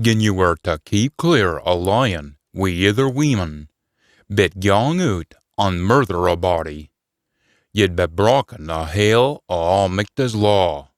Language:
Scots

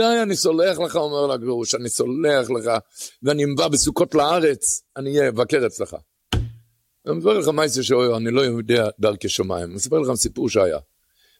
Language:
Hebrew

